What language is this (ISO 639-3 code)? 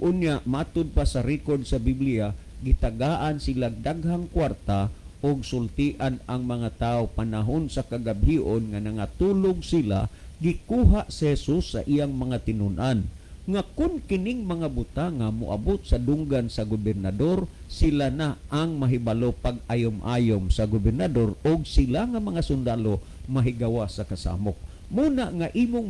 ceb